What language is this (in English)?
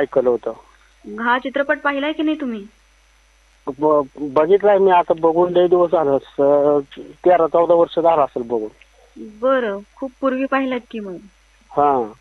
Marathi